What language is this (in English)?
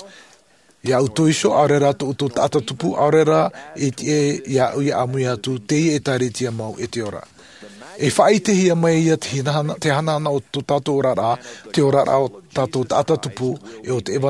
Tahitian